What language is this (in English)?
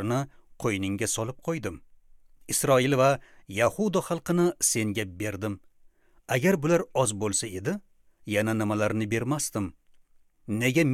Uzbek